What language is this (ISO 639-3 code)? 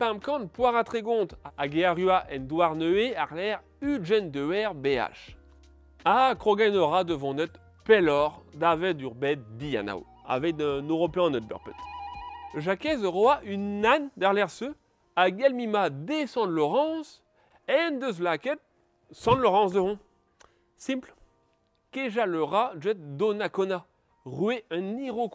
bre